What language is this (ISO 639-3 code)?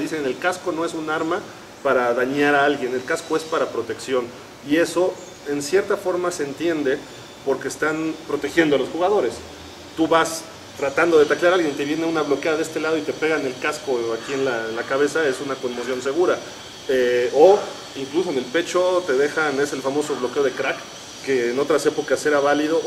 spa